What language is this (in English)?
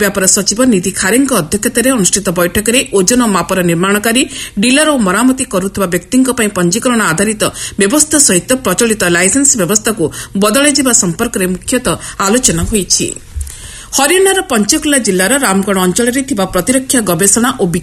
Odia